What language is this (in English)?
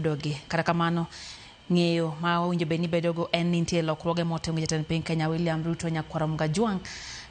Luo (Kenya and Tanzania)